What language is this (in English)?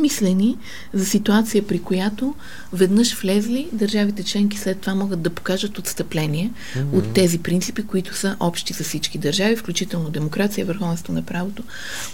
Bulgarian